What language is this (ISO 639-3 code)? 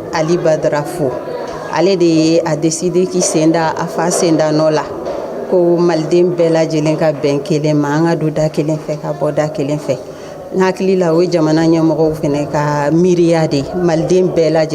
bam